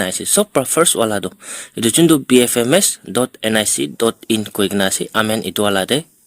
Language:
Naga Pidgin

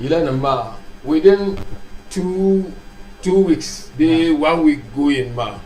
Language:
Dagbani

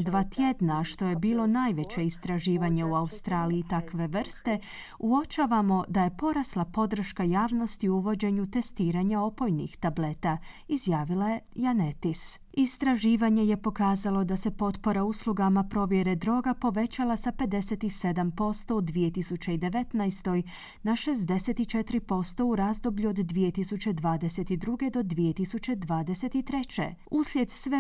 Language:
Croatian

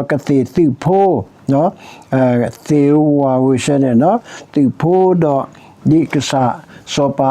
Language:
S'gaw Karen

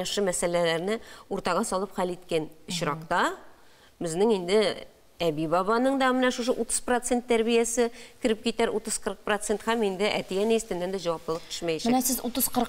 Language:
Tatar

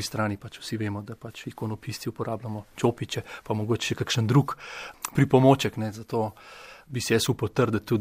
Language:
Slovenian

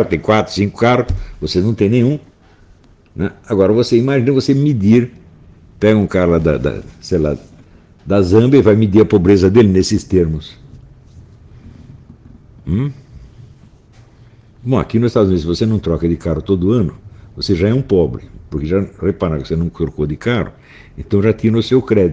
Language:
Portuguese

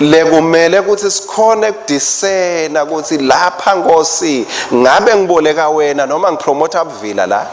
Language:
Swati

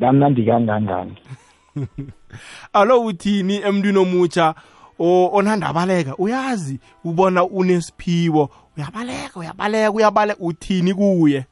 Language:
South Ndebele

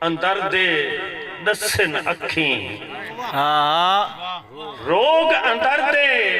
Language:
Saraiki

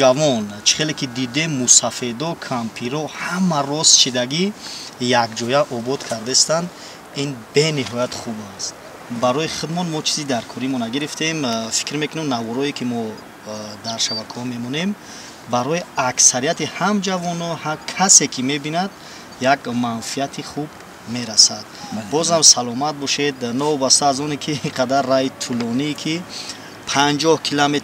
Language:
Tajik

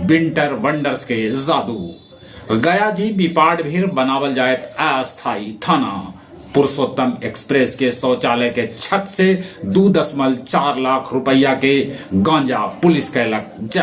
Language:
Magahi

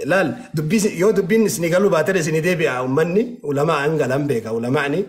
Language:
Oromo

